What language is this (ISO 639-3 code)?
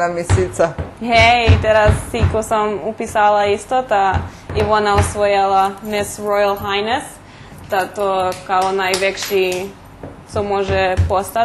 rue